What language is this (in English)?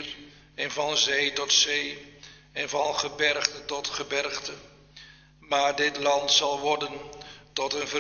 Dutch